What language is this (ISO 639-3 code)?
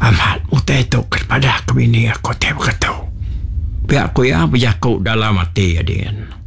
iba